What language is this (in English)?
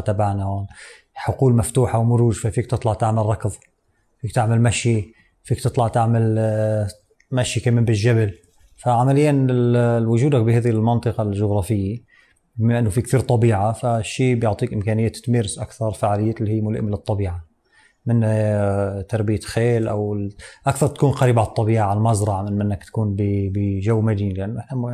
North Levantine Arabic